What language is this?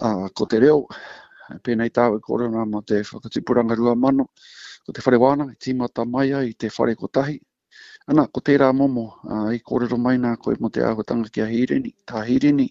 Māori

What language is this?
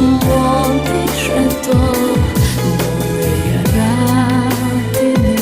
Udmurt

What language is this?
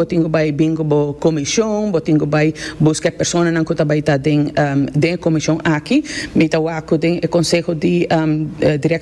Papiamento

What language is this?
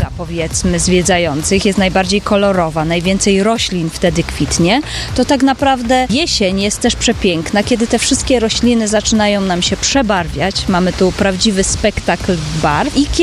Polish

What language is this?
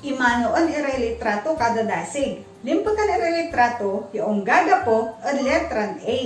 Pangasinan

